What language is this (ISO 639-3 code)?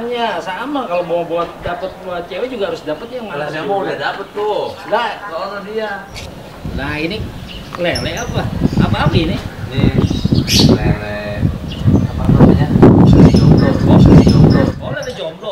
bew